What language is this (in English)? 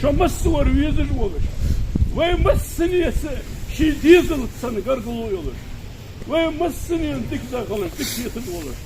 Ingush